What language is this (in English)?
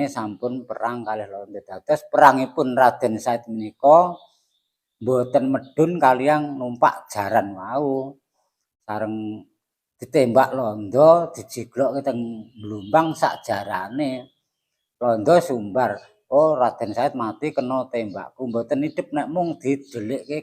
Javanese